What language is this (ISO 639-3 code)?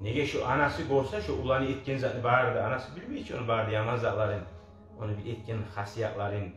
kum